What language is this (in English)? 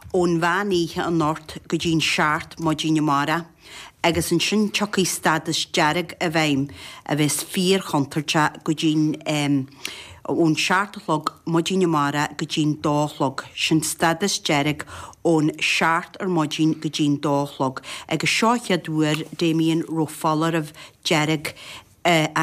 Irish